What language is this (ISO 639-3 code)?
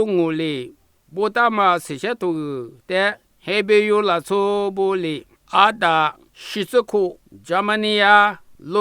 lis